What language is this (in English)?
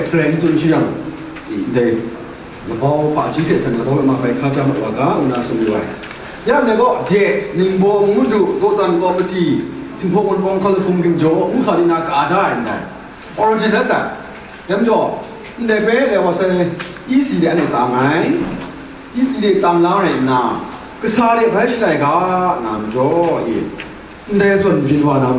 Kachin